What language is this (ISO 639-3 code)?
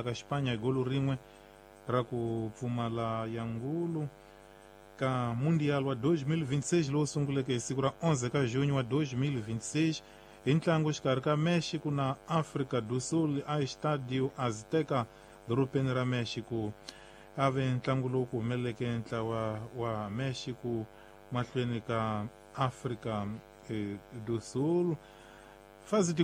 tso